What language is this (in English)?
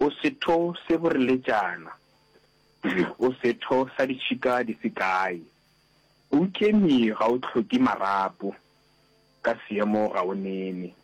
Northern Sotho